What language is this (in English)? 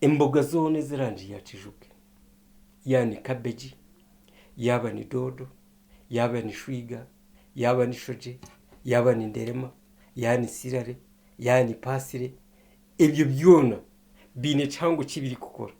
Nyankole